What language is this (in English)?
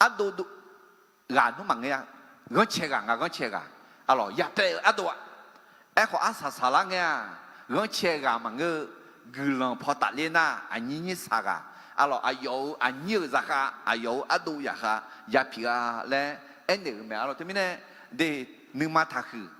Akha